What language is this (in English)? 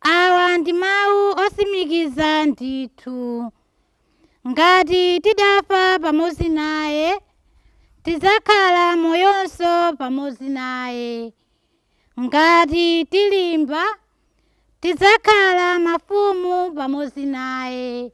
Nyanja